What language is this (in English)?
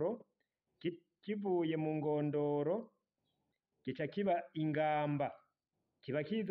Rundi